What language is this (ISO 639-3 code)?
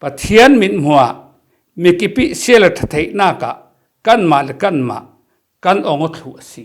cfm